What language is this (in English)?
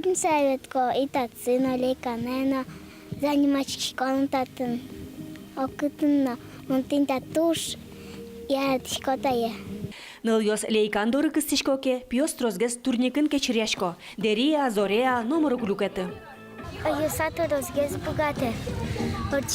Udmurt